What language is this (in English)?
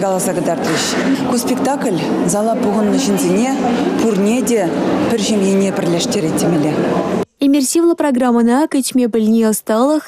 Chuvash